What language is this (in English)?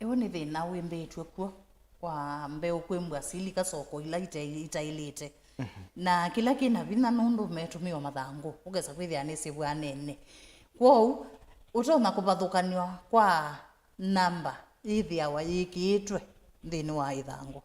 Kamba